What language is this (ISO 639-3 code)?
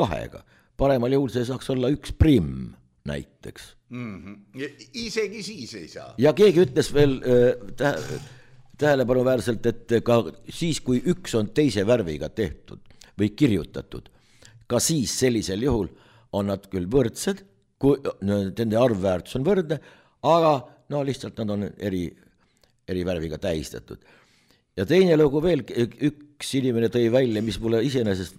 est